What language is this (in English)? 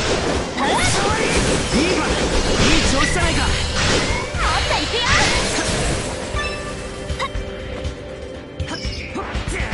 Japanese